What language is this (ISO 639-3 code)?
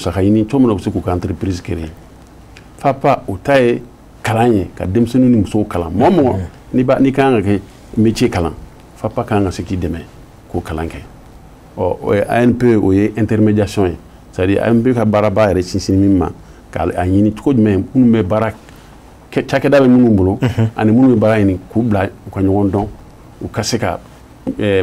bam